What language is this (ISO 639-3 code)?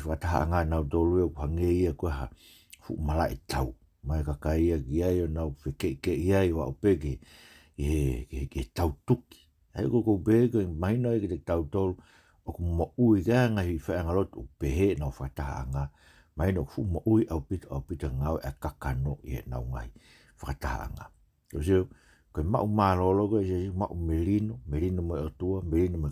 ton